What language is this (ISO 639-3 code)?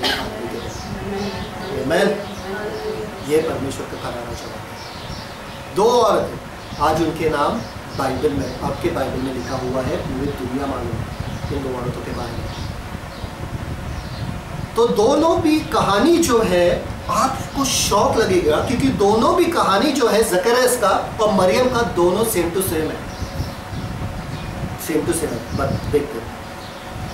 hin